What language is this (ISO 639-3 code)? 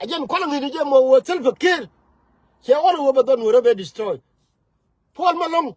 nus